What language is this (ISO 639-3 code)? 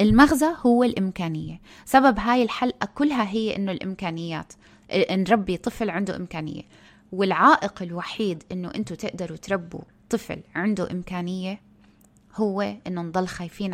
apc